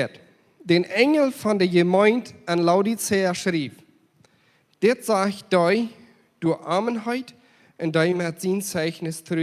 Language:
Plautdietsch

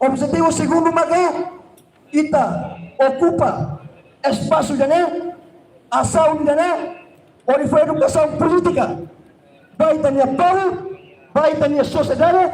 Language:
Tetum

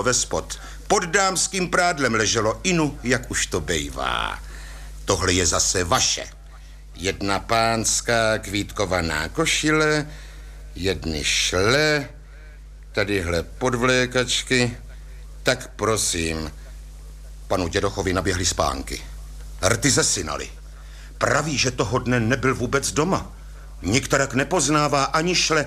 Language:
Czech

